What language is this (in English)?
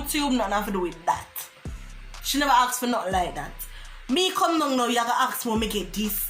Jamaican Creole English